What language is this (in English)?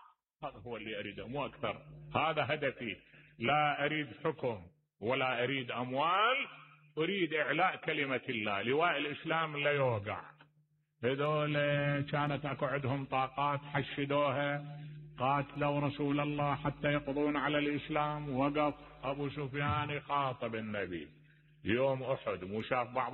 Mesopotamian Arabic